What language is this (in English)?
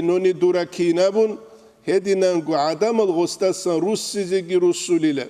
Avaric